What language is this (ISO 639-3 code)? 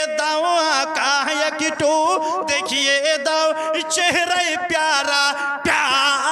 ben